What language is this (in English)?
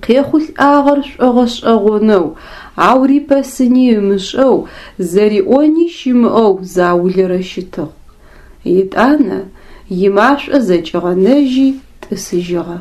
Adyghe